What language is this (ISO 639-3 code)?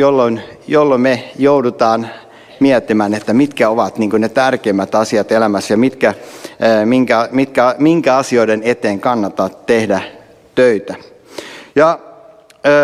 fin